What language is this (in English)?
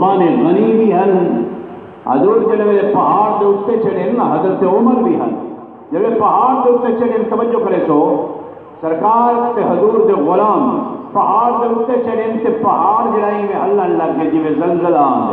Saraiki